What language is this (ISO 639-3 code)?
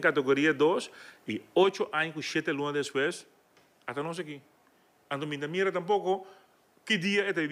pap